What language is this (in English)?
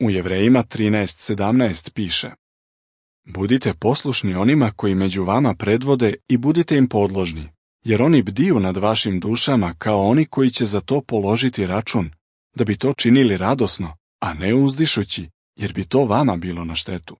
Serbian